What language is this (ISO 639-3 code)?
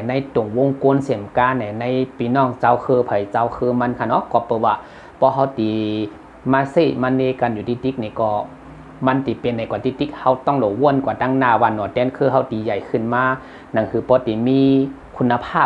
shn